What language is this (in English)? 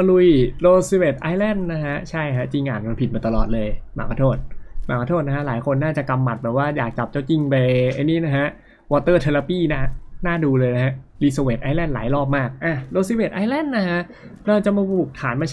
Thai